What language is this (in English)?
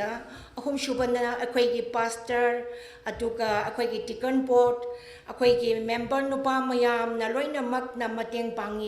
Tangkhul Naga (India)